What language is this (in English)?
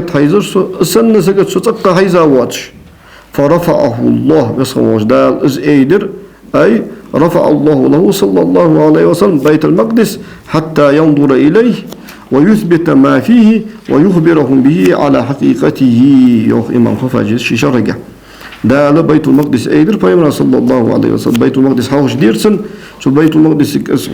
Ingush